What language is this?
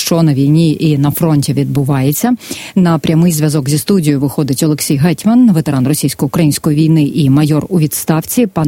Ukrainian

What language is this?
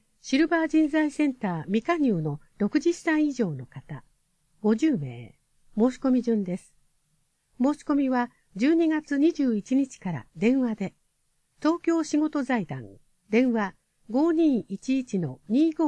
Japanese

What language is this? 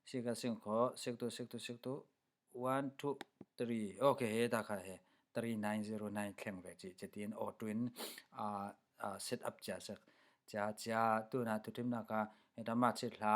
Falam Chin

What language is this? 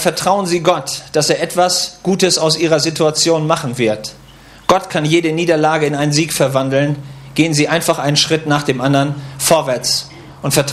German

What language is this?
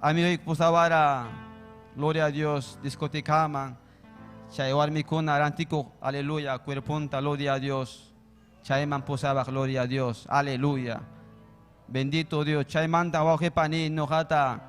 Ayacucho Quechua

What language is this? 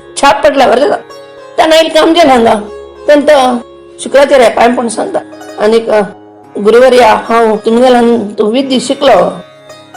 Konkani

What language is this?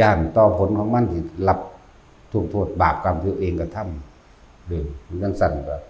Northeastern Thai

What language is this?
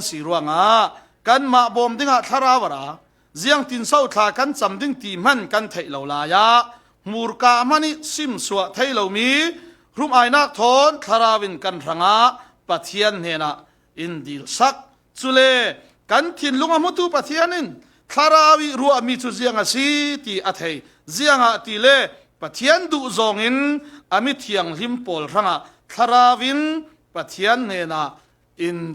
Falam Chin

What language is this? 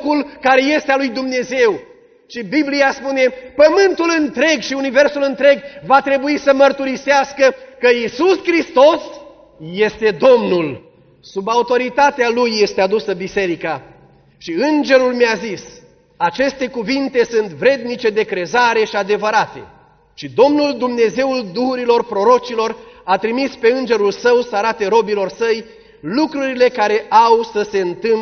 Romanian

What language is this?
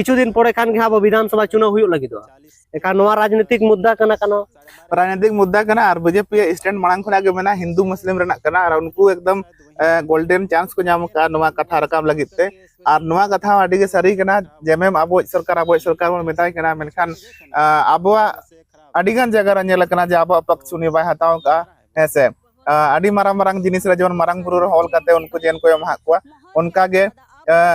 Santali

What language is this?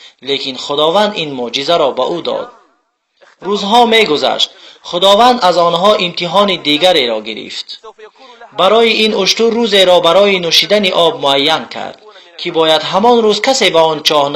Tajik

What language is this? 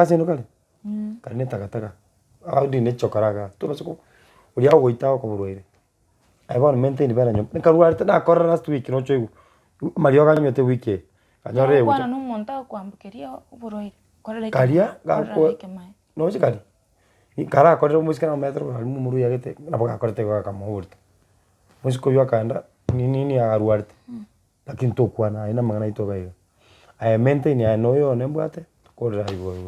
Gusii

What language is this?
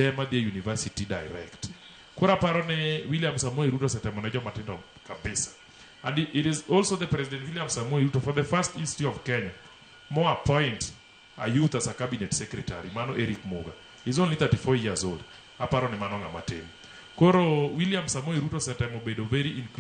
Luo (Kenya and Tanzania)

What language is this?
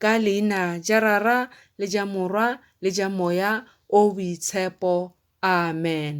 Tswana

